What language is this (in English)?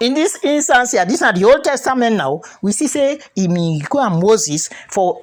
Krio